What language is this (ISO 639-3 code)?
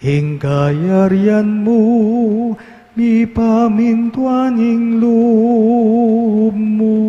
pam